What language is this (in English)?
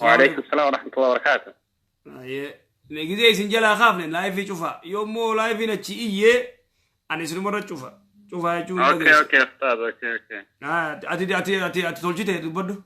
Oromo